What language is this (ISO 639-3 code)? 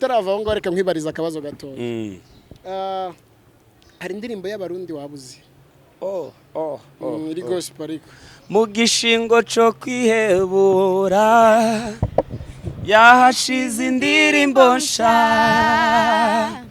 kin